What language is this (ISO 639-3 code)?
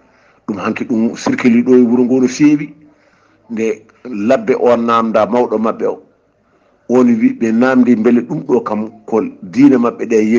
ful